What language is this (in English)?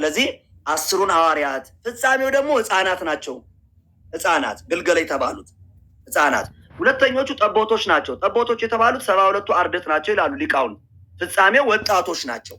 Amharic